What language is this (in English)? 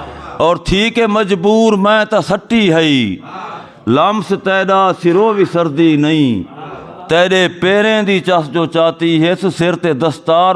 Saraiki